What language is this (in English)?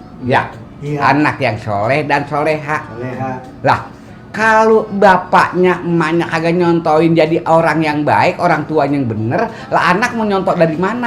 Betawi